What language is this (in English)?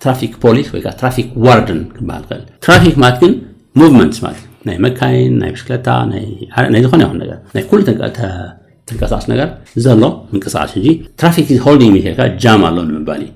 Tigrinya